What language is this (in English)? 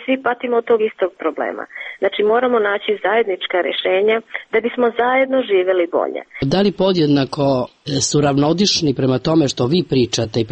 Serbian